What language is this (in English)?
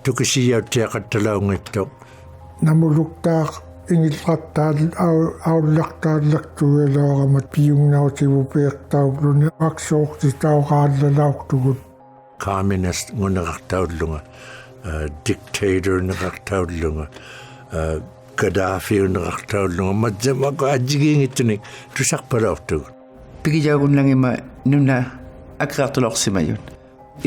Inuktitut